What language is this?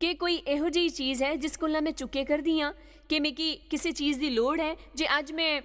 Dogri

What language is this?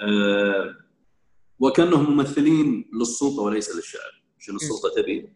Gulf Arabic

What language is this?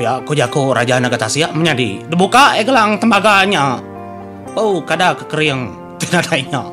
Iban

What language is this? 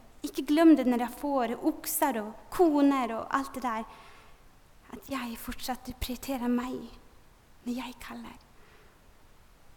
Norwegian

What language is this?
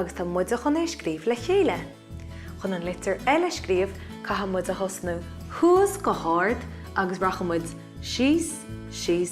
Irish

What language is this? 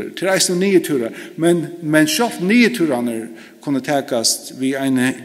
Faroese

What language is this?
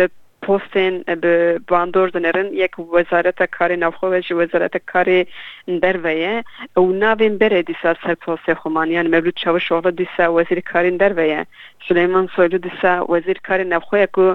Kurdish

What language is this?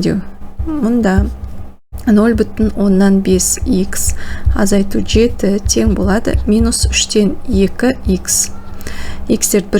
Kazakh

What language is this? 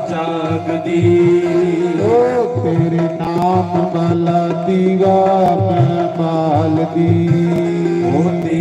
Dogri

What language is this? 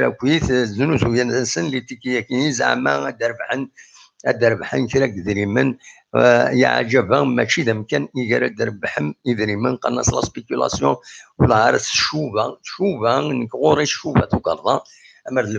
Kabyle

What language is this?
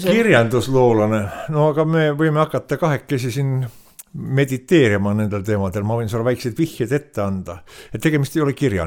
Estonian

